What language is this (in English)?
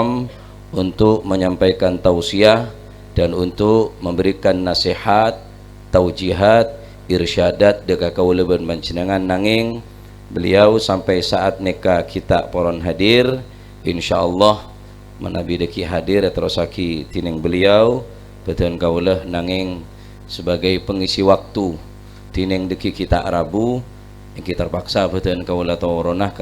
Madurese